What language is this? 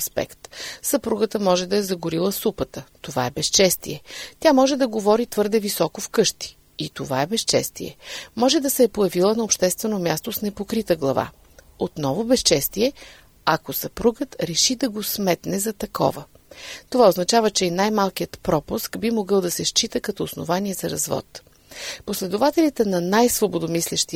Bulgarian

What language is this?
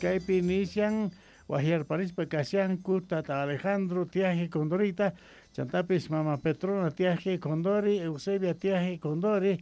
South Bolivian Quechua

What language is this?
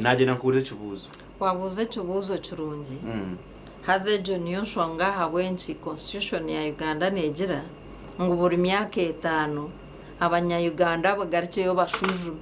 Nyankole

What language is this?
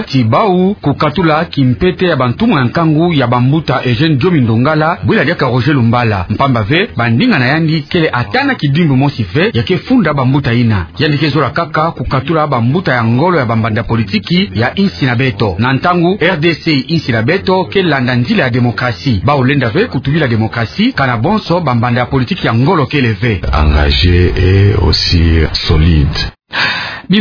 Kituba (Democratic Republic of Congo)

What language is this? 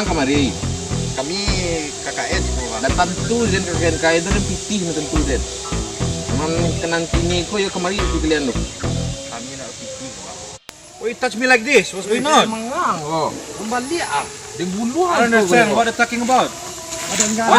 Minangkabau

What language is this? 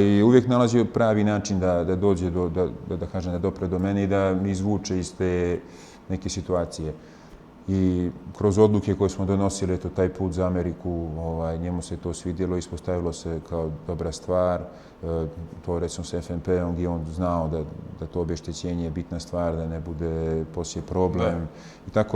Bosnian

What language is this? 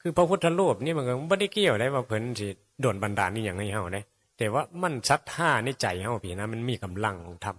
Northeastern Thai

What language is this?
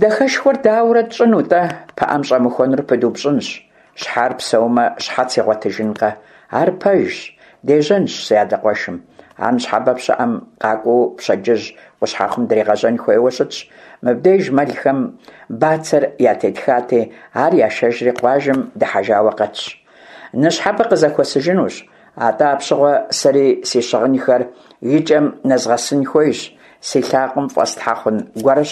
Kabardian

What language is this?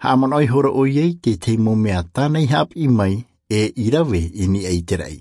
Tahitian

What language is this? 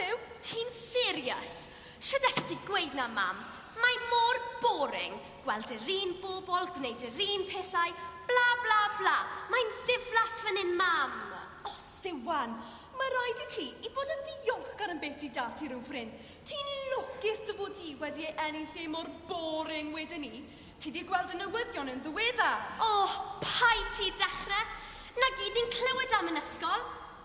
Welsh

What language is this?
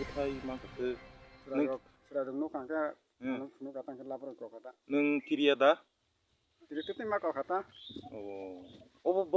Kok Borok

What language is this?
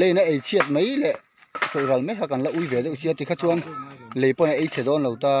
Mizo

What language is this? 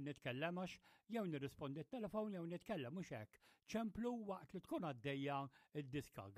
Maltese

